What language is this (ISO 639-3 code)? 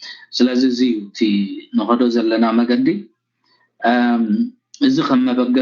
tir